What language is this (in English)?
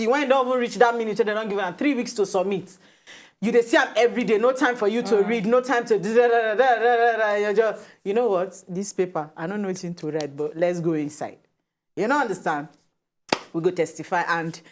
Nigerian Pidgin